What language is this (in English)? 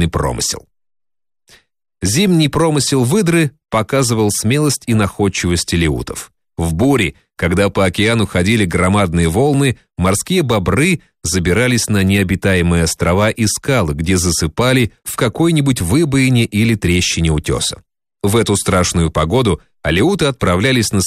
Russian